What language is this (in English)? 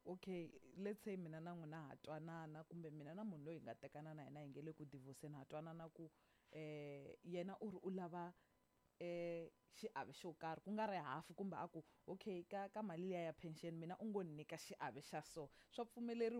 Tsonga